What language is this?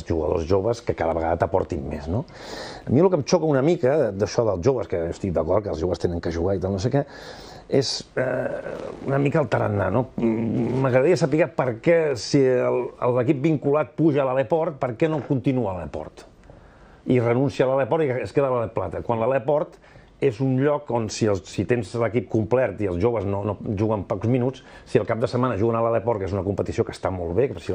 Catalan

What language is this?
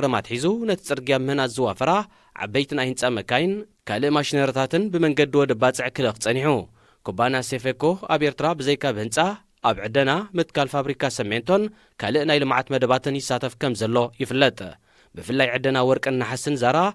Tigrinya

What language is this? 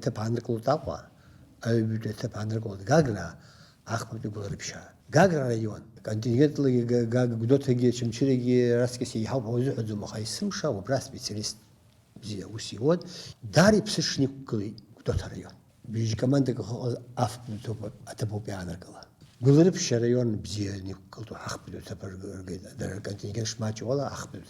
Abkhazian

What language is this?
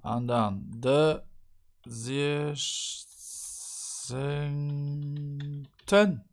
Luxembourgish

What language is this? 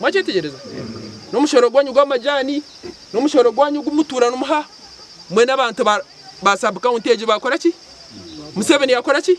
Nyankole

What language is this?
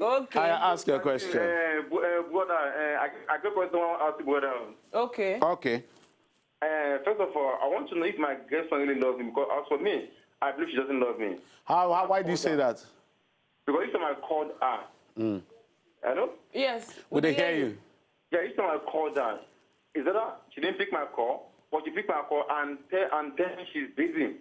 Nigerian Pidgin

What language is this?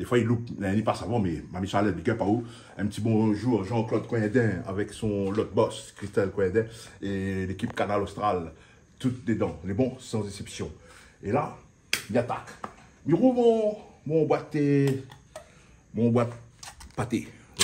Réunion Creole French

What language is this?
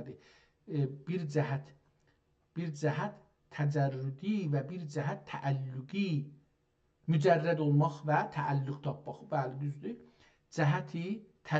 South Azerbaijani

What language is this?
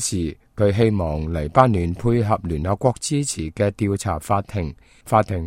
Cantonese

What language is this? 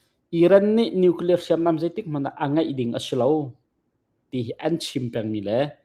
Hakha Chin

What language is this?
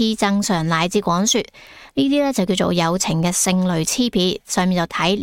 Cantonese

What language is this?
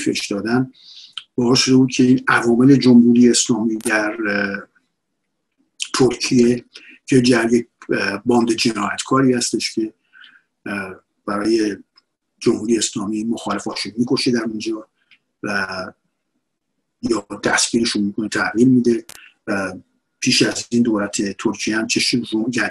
Persian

